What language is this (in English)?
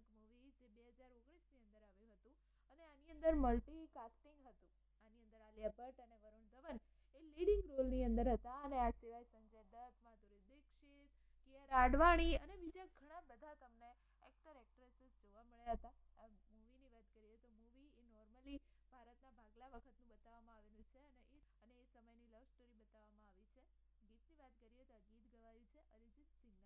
Gujarati